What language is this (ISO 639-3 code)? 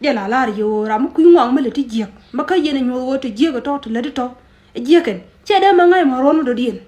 nus